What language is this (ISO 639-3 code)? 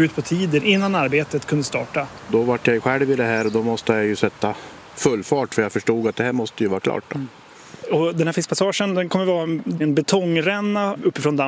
swe